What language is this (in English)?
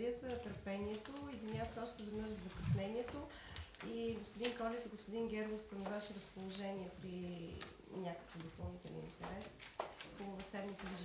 Bulgarian